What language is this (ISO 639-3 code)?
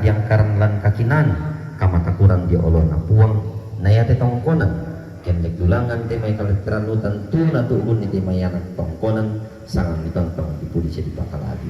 sda